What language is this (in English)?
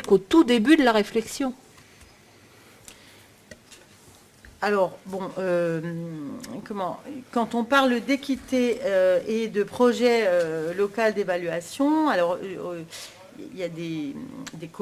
French